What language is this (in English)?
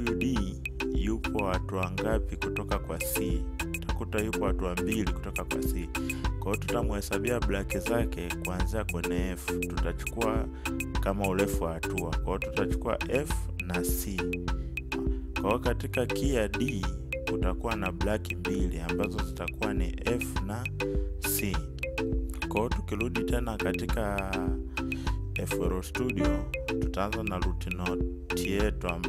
Swahili